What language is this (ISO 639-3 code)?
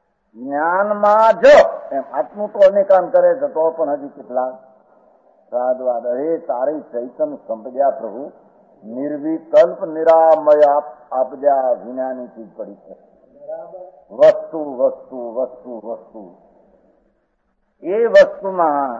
guj